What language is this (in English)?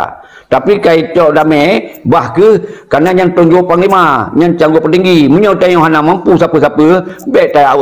Achinese